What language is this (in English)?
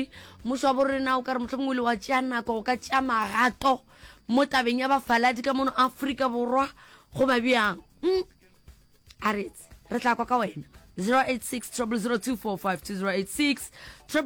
Northern Sotho